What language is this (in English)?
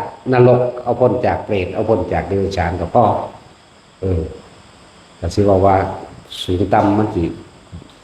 Northeastern Thai